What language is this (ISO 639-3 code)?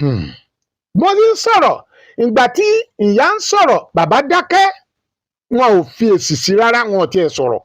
yor